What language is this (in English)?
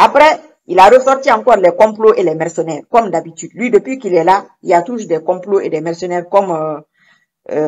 French